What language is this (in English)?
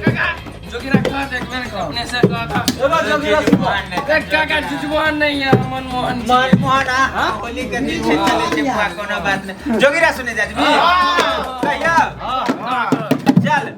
Maithili